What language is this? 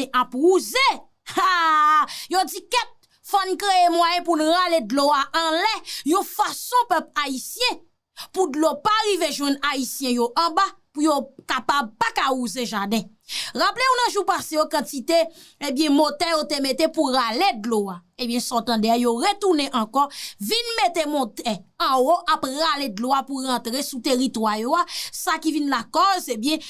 Haitian Creole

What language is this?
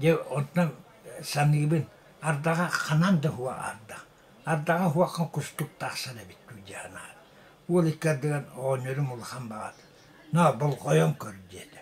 Yakut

